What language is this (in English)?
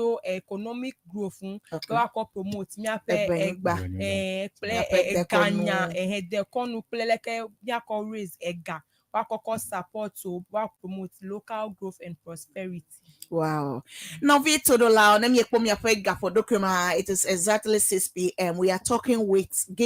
Ewe